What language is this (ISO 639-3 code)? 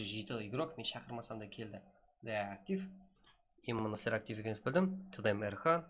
kaa